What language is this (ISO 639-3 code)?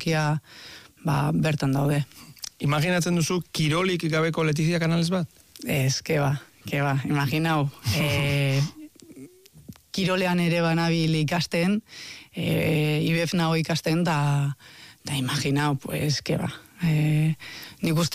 eus